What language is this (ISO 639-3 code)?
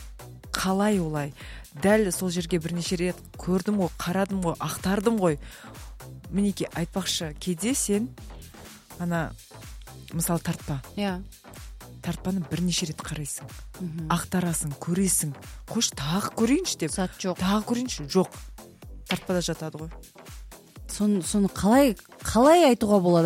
kaz